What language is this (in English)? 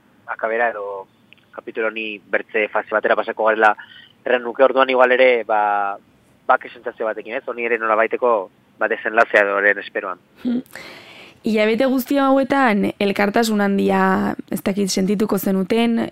Basque